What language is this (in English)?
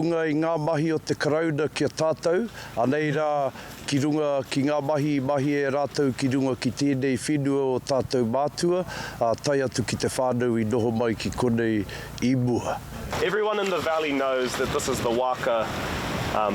Māori